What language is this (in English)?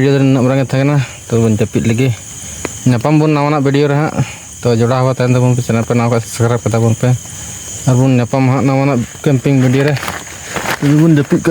Santali